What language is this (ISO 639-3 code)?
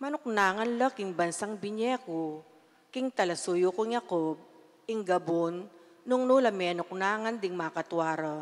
pam